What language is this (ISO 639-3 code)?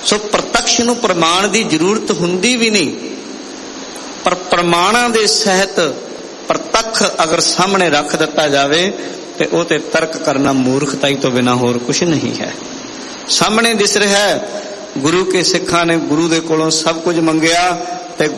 pan